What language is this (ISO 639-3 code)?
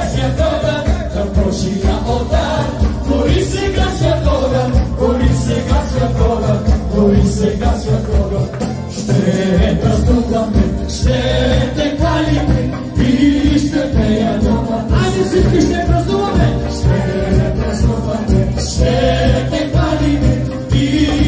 bul